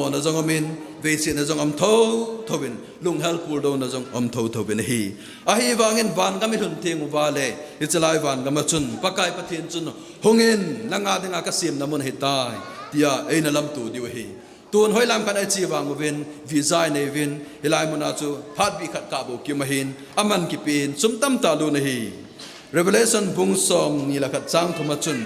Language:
Thado Chin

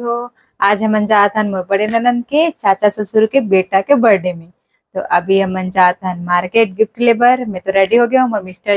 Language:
Chhattisgarhi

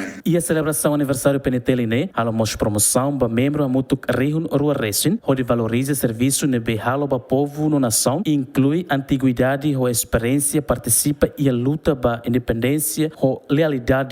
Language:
Tetum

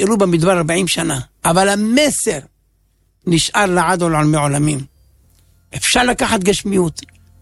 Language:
Hebrew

